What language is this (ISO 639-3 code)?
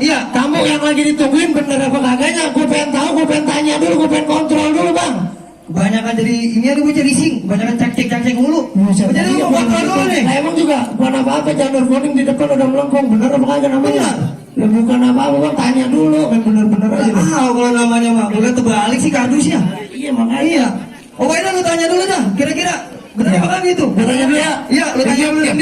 bew